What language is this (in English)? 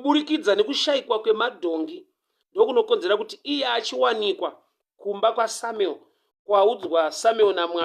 Shona